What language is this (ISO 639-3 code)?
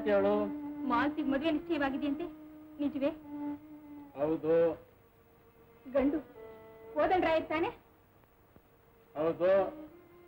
kan